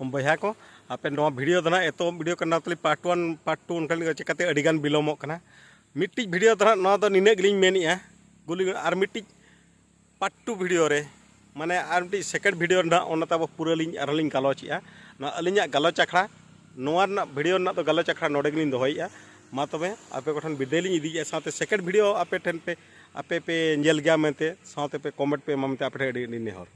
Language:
Santali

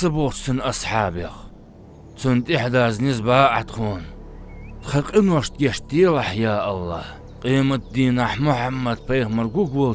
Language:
Ingush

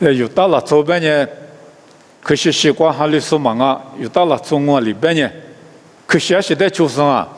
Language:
Lisu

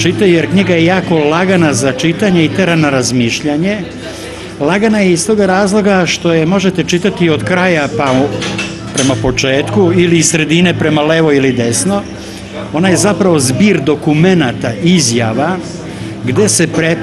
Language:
Serbian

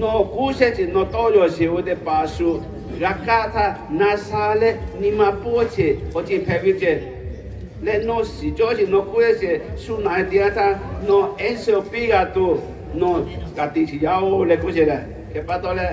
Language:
Lahu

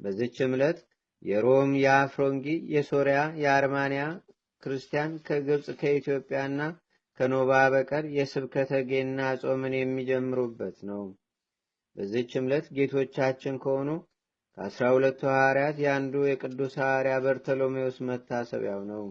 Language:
Amharic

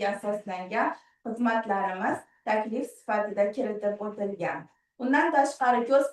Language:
Uzbek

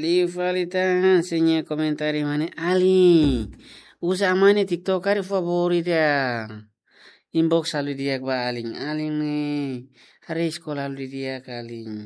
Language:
Tetum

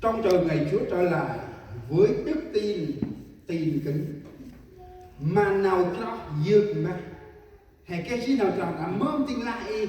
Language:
Central Mnong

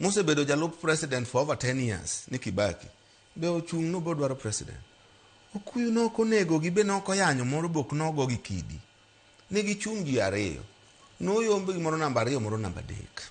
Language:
Luo (Kenya and Tanzania)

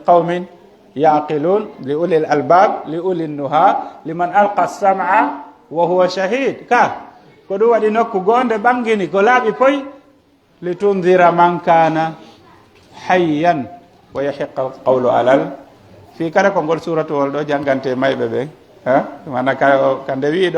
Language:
Pular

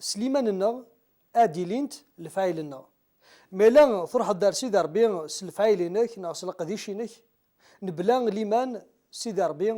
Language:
Kabyle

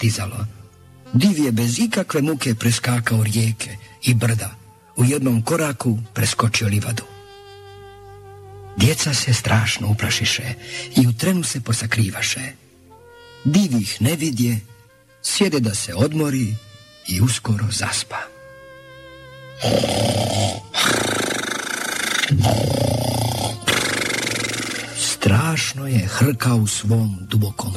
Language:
Bosnian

